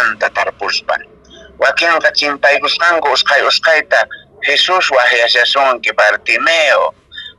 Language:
Quechua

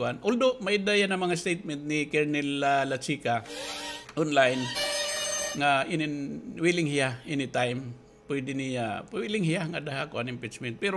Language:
Waray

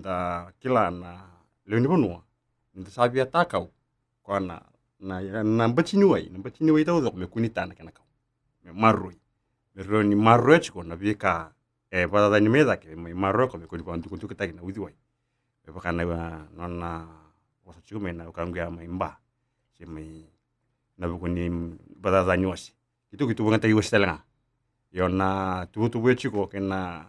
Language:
Fijian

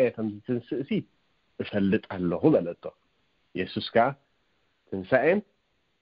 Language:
Tigrinya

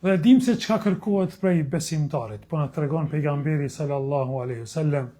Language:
Albanian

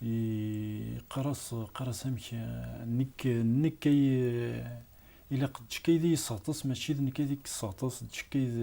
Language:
Kabyle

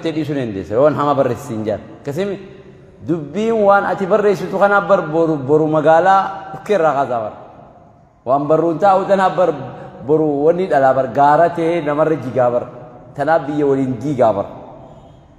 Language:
Oromo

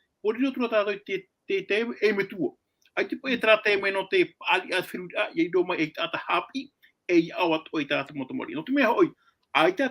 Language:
Tahitian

